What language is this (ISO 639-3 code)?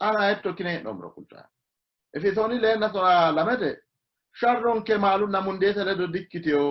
sid